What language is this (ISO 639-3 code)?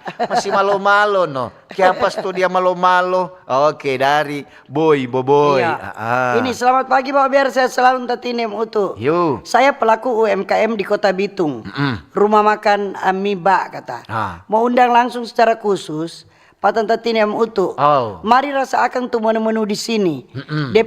xmm